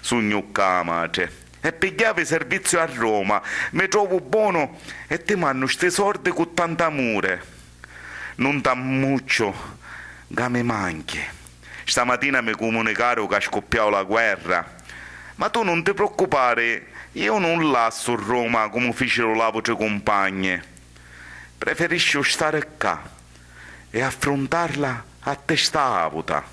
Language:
Sicilian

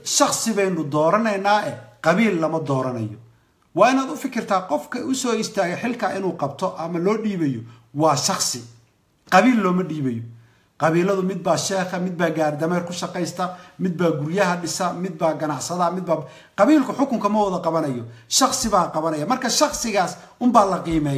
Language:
Somali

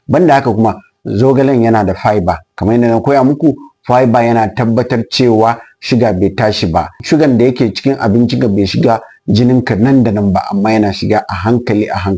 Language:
Hausa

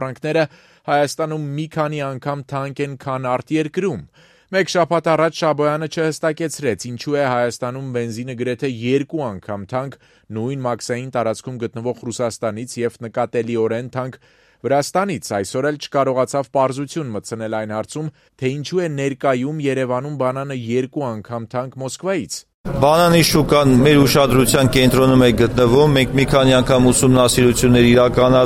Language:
Armenian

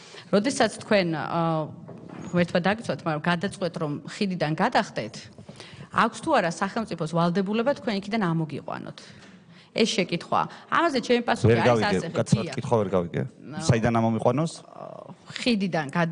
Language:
Georgian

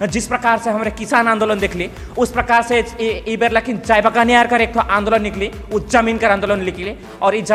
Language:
Sadri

